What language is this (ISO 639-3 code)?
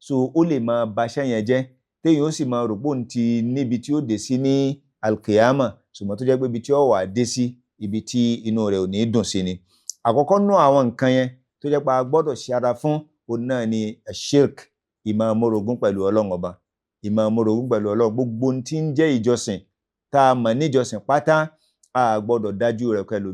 yor